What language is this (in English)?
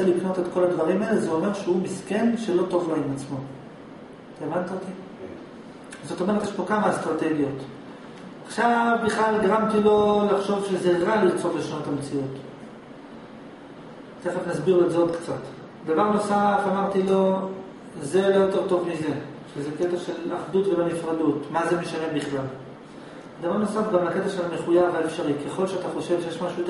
Hebrew